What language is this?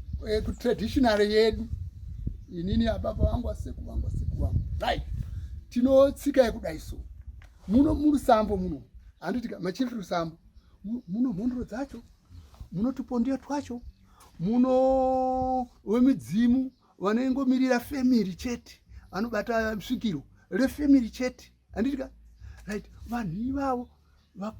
Shona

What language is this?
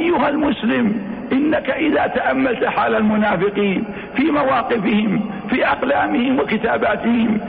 Arabic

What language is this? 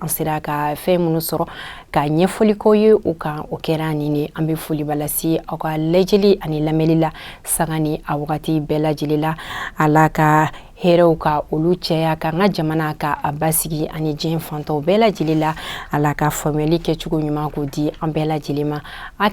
Bambara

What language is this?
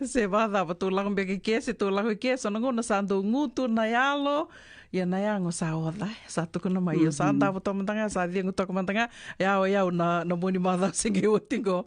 Fijian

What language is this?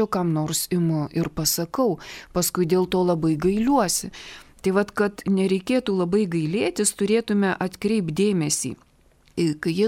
Lithuanian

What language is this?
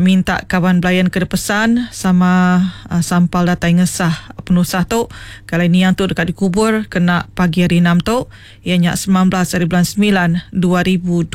Iban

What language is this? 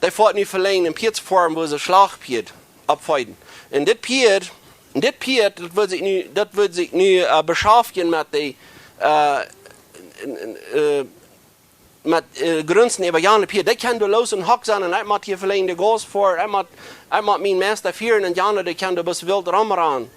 Plautdietsch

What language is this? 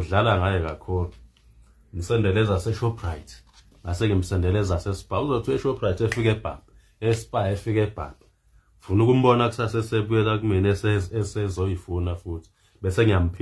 Zulu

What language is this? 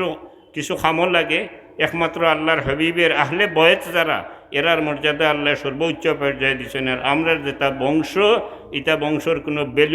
Sylheti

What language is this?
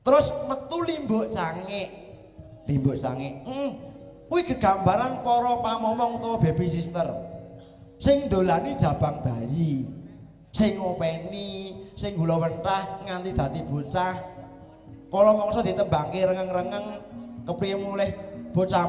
Javanese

